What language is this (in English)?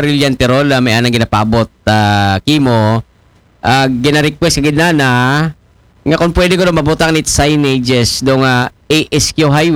Aklanon